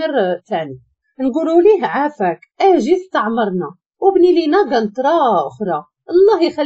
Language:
Moroccan Arabic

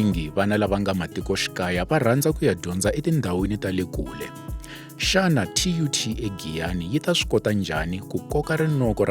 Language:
Tsonga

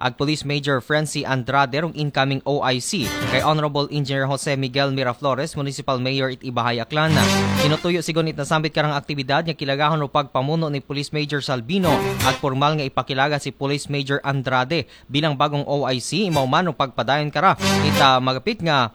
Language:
Aklanon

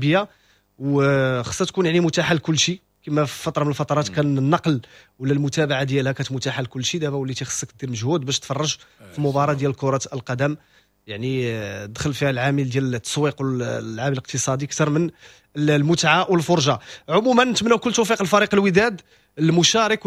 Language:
Moroccan Arabic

